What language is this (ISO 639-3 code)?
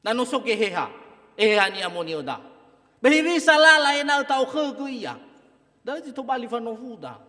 nia